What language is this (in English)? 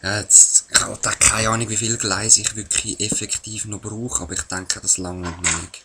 Swiss German